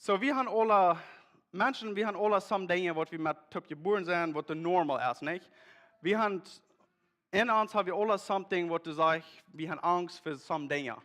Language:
Plautdietsch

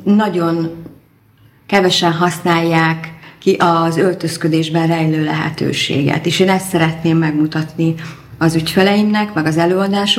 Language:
Hungarian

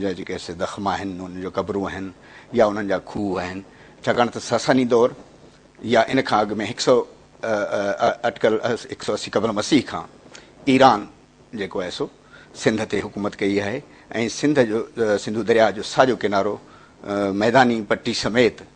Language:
Sindhi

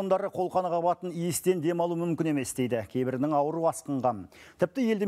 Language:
Kazakh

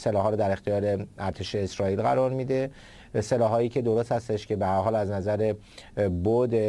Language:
Persian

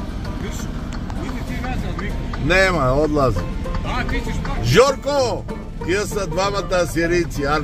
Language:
Bulgarian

